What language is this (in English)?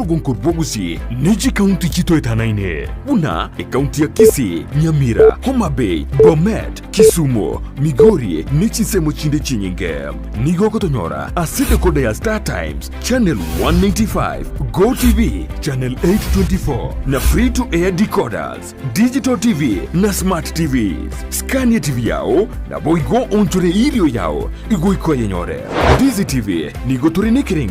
Gusii